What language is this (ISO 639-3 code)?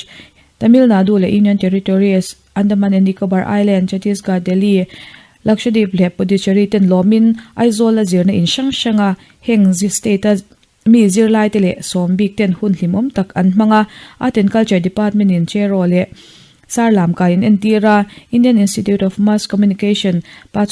lus